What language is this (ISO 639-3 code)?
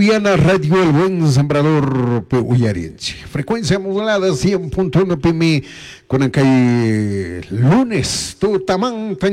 qug